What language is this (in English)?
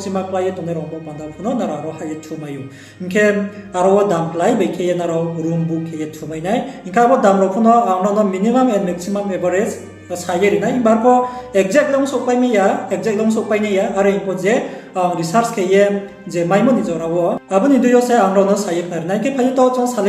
Riang (India)